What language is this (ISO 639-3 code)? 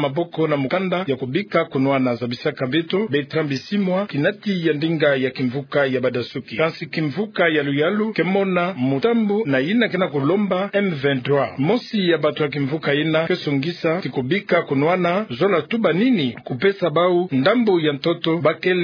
ktu